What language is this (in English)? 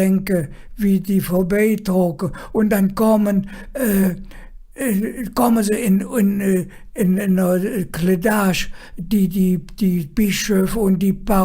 Colognian